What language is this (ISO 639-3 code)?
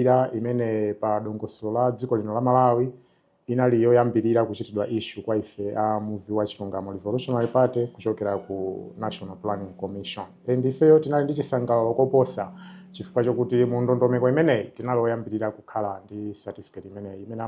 nya